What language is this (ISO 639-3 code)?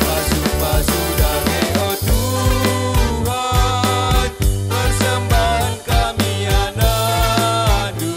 btx